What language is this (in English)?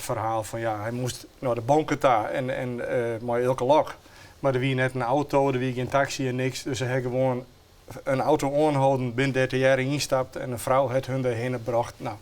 Western Frisian